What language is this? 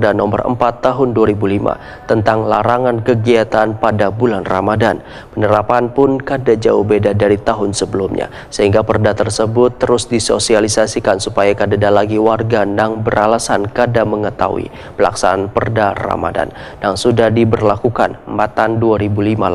Banjar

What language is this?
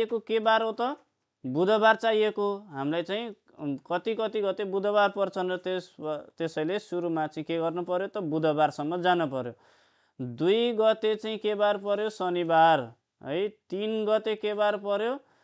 Nepali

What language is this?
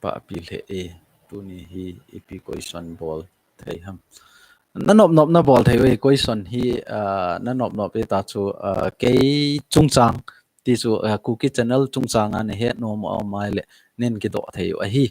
Thado Chin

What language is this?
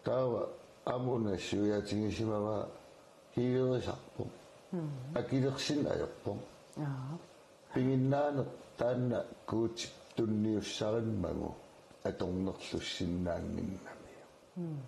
Kalaallisut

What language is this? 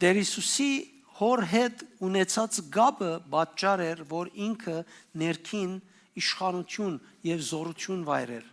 Western Armenian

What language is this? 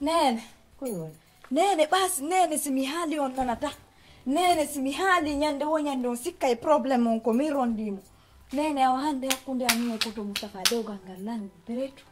Fula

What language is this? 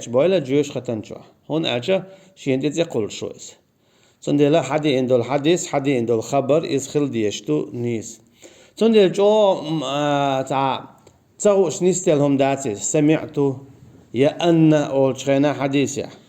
Chechen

